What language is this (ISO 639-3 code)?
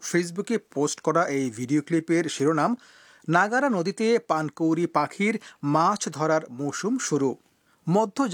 ben